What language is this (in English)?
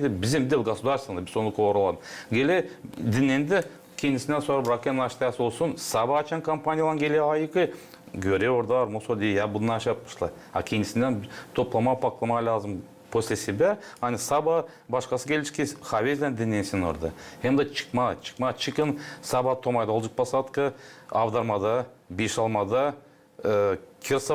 Gagauz